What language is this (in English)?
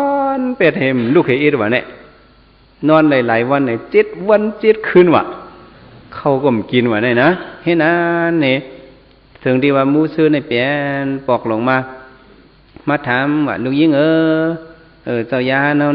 Shan